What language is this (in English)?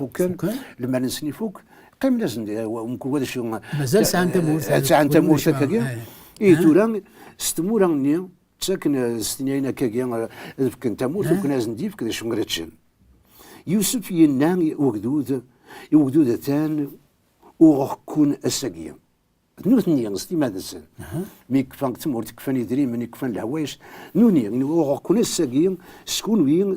Kabyle